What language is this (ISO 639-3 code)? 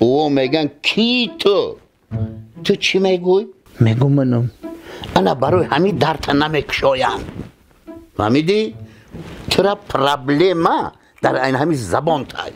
tgk